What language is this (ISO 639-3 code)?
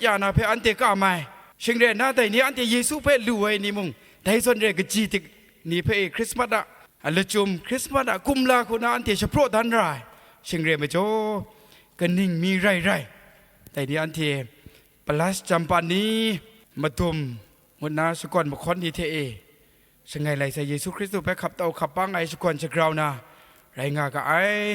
kac